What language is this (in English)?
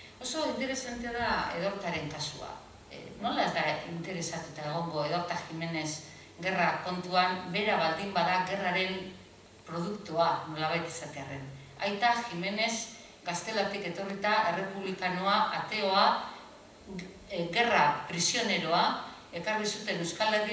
Basque